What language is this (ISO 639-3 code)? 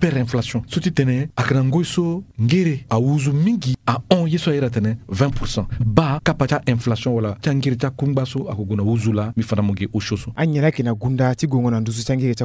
sag